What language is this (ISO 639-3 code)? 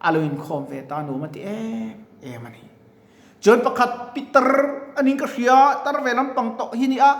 lus